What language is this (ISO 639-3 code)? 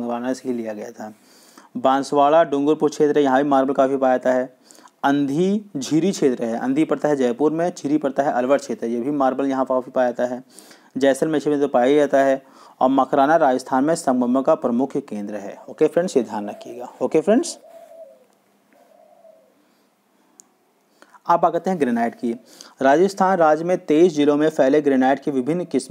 hin